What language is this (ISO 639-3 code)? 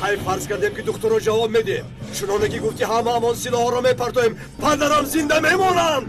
tgk